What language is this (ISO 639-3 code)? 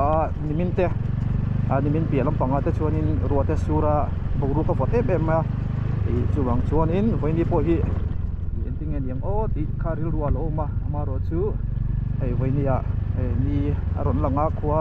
lus